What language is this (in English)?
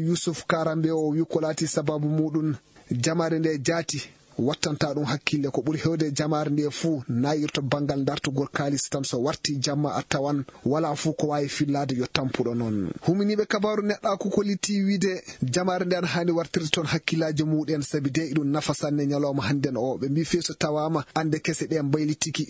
Fula